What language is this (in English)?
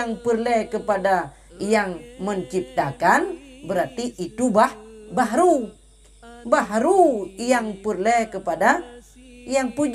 Achinese